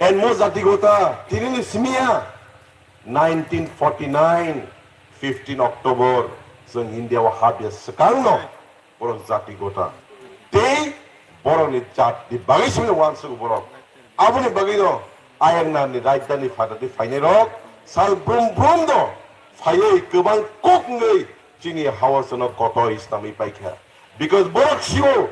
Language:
Kok Borok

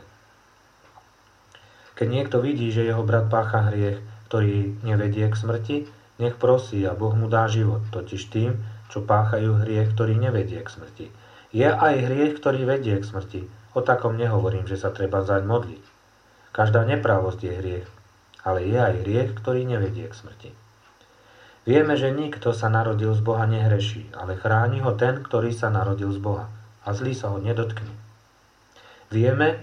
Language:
Slovak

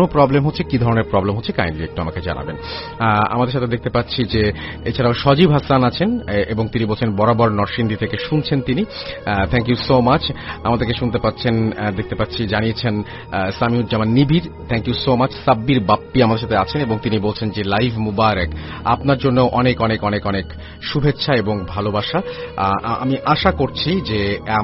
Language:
Bangla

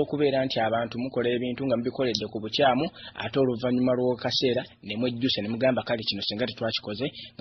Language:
Ganda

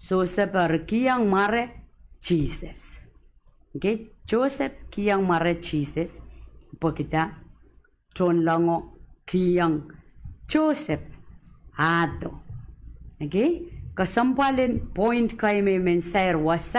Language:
Pohnpeian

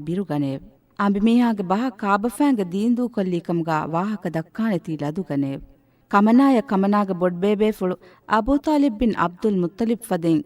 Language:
Divehi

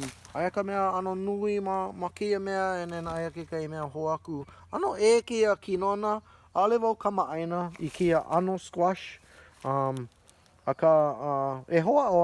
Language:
Hawaiian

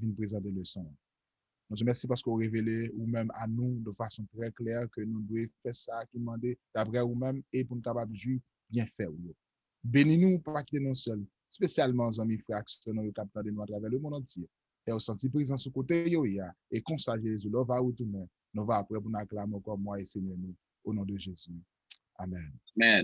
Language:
Haitian Creole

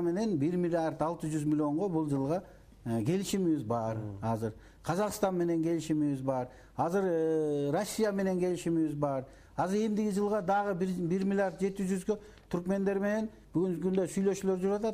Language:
Kyrgyz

